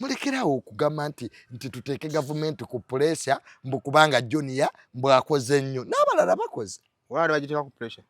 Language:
Ganda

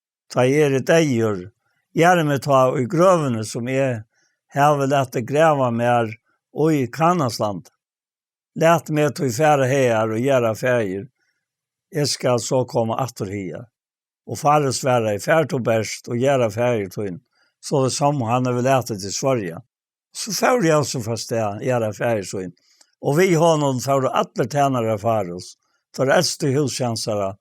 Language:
Faroese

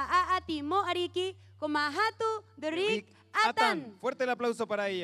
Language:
Rapanui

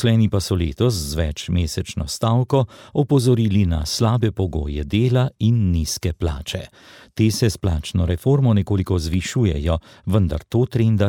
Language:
Slovenian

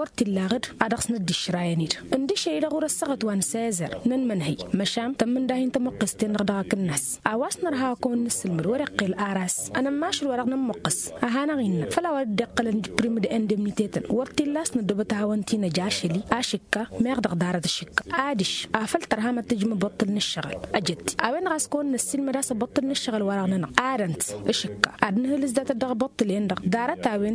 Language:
Tamasheq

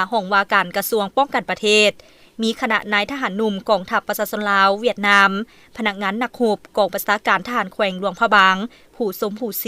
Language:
Lao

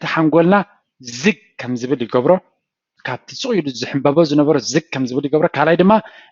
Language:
Tigrinya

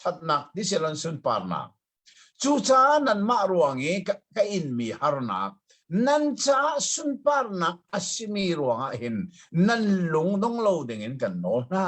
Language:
Hakha Chin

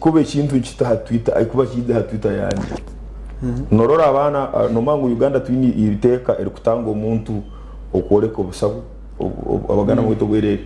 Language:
Nyankole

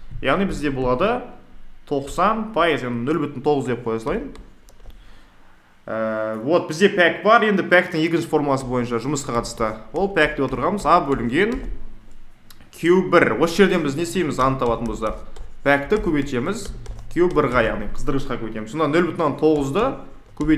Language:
Kazakh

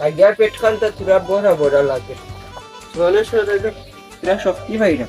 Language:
Sylheti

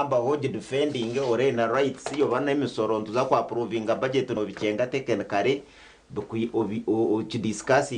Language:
Nyankole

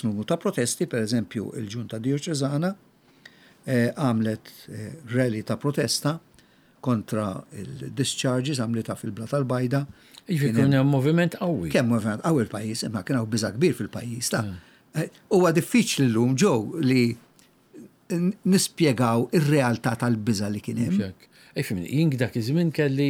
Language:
Maltese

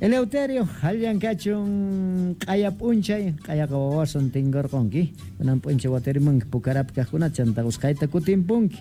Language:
South Bolivian Quechua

